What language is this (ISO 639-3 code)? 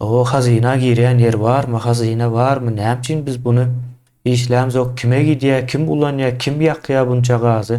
tuk